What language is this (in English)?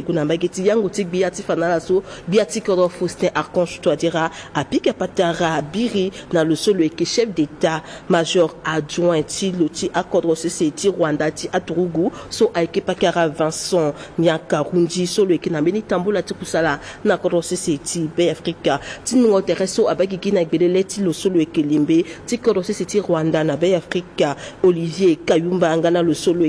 Sango